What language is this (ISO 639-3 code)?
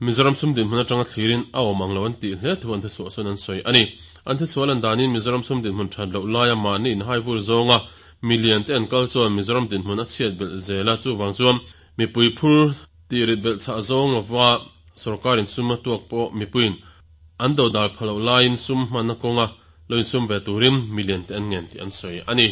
lus